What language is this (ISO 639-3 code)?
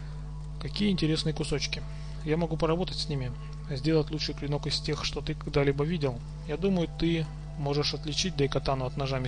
rus